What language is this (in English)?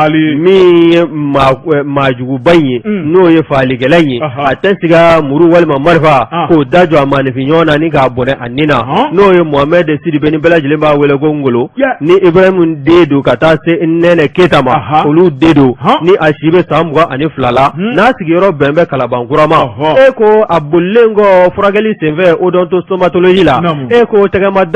Bambara